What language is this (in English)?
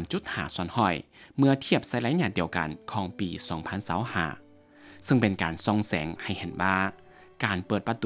Lao